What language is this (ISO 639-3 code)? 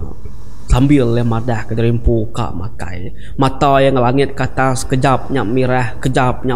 iba